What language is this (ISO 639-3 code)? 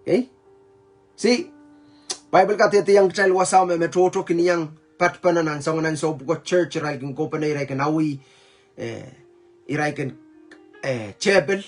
pon